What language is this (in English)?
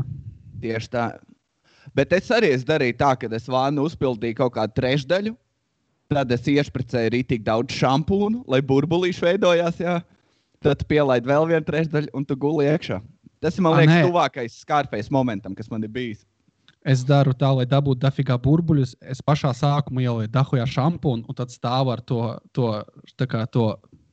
Latvian